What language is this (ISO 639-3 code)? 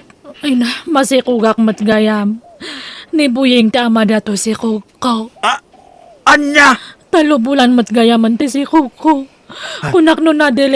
ilo